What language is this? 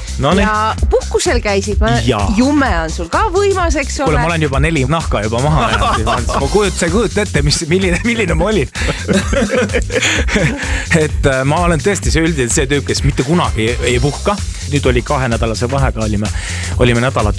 Estonian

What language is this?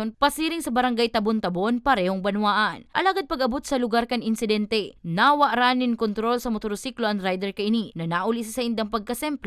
Bikol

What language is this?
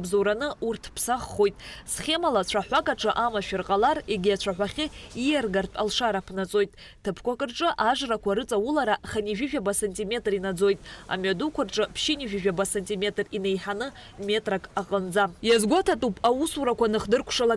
Abkhazian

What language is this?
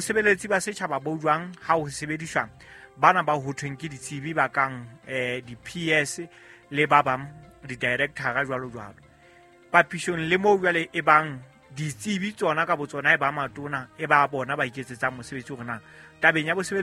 Southern Sotho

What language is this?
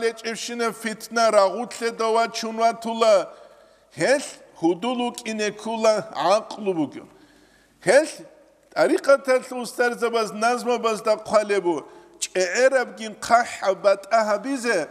Avaric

